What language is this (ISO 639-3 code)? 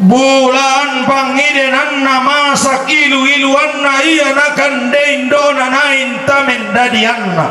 sda